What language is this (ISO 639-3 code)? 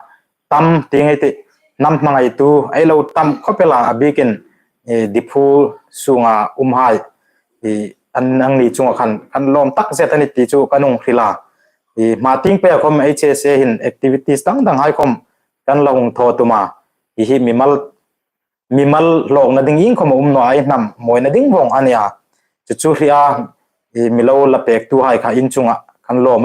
hmr